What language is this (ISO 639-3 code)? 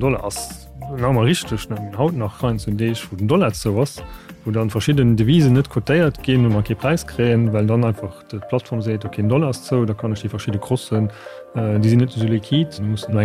ltz